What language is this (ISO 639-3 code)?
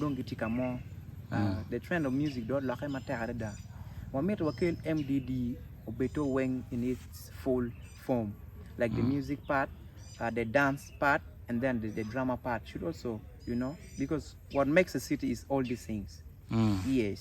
ach